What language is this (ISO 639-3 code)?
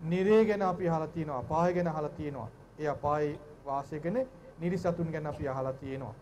sin